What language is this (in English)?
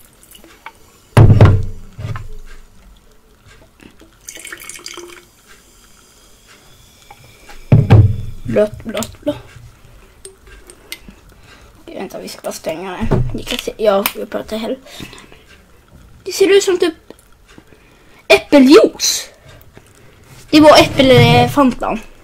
Swedish